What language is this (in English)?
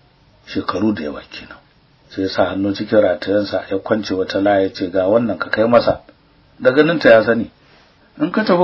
Hausa